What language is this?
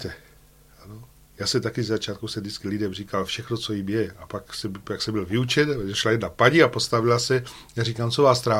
Czech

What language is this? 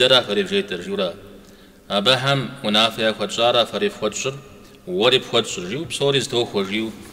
Kabardian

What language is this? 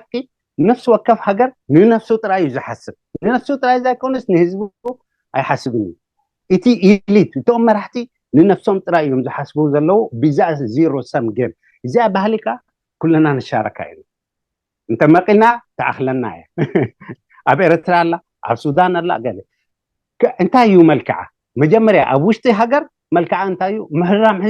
Tigrinya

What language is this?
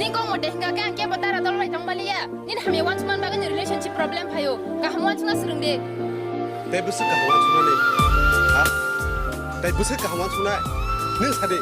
Kok Borok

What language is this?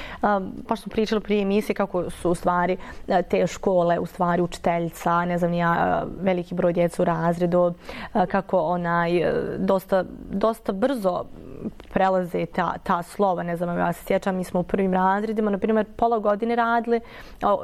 Bosnian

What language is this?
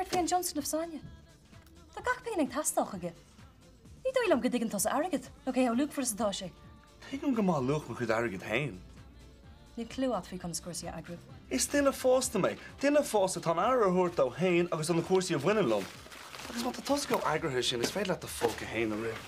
Irish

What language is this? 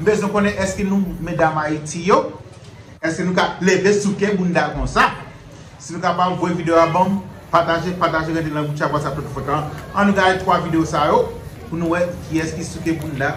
Haitian Creole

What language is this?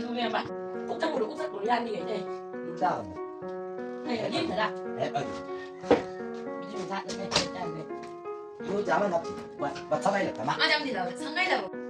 Chang Naga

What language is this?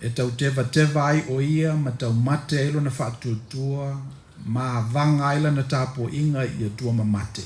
Samoan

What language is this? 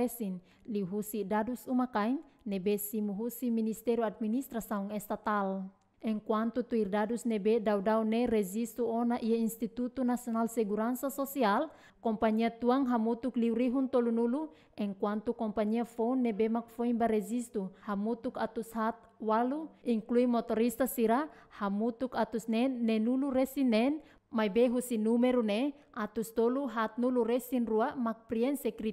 Tetum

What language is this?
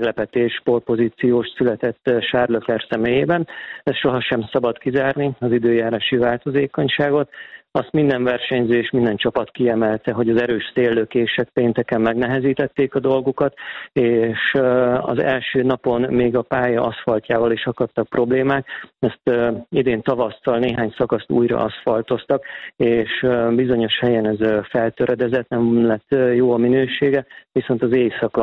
Hungarian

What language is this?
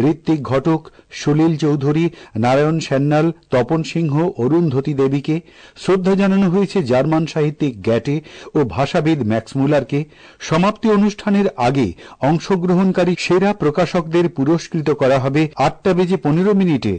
Bangla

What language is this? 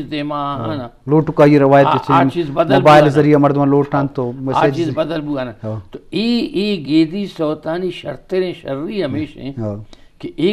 Eastern Balochi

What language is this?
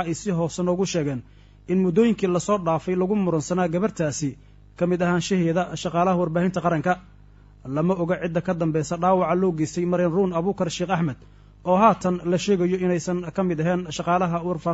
Somali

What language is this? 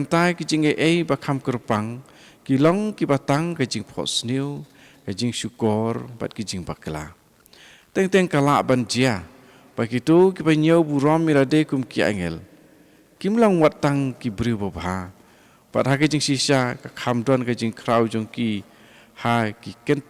Khasi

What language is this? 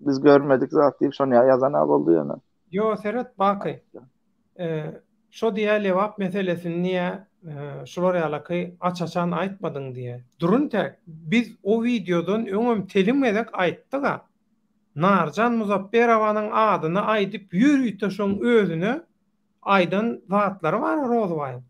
Turkmen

